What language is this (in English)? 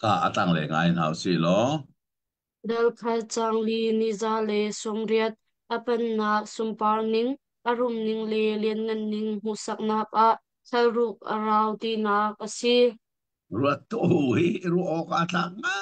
Hakha Chin